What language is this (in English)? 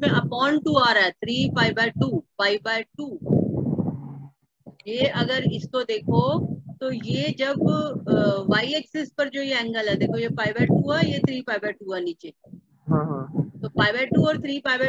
Hindi